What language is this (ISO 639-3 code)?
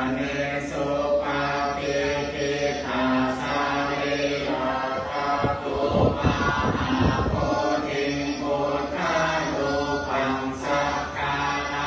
pli